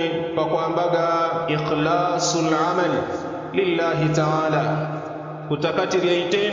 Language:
Yao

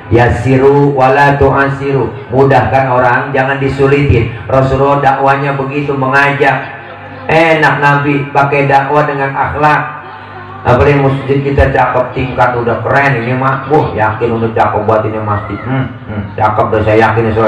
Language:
Betawi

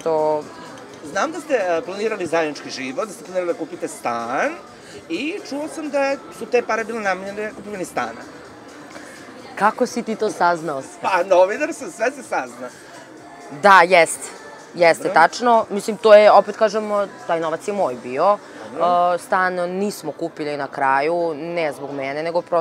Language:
Serbian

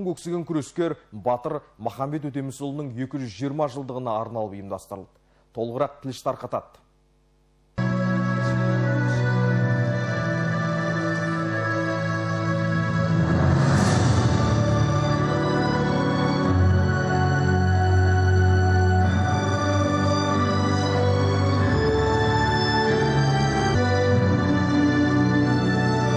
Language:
Kazakh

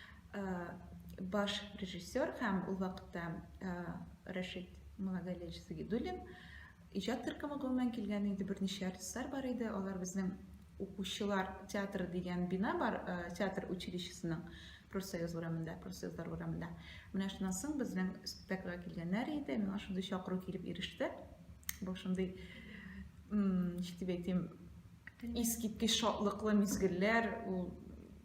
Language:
Tatar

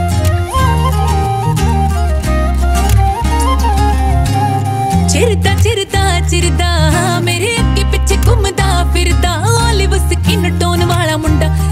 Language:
Punjabi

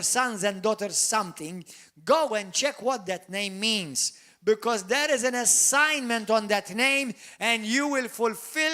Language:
English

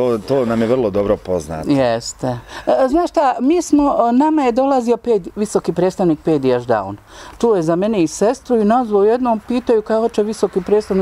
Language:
Bosnian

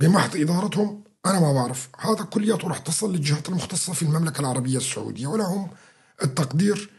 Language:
North Levantine Arabic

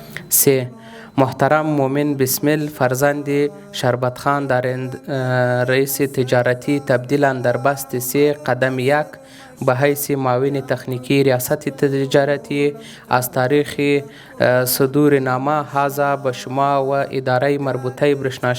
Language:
Pashto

